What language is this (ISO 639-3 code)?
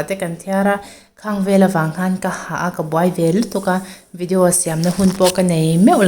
lus